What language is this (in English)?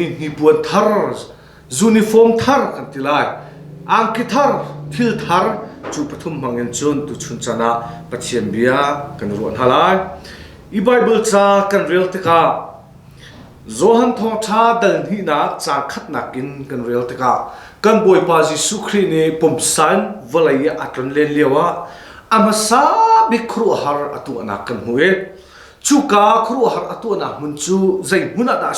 Hakha Chin